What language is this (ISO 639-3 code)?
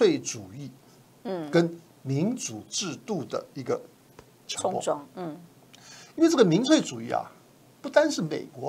zho